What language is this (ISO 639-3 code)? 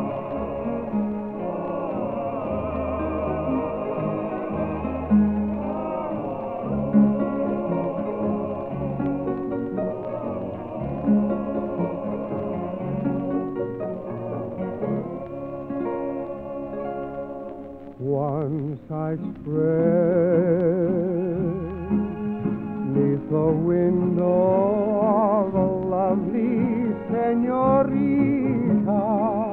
eng